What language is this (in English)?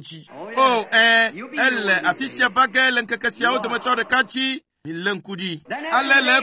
Ewe